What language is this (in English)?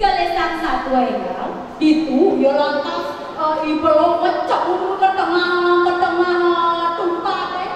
Balinese